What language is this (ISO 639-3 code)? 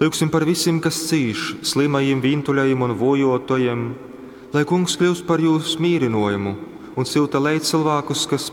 ltg